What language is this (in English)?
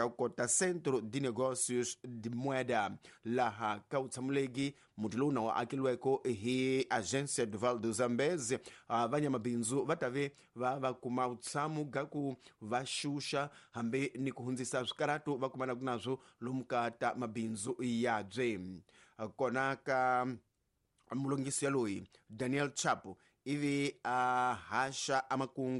Tsonga